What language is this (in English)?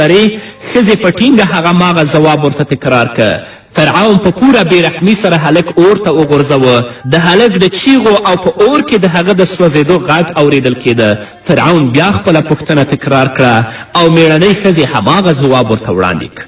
Pashto